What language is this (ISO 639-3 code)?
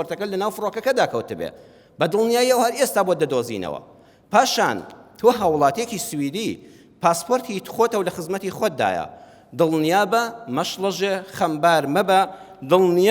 ckb